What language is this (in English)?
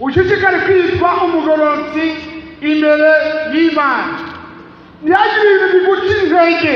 Rundi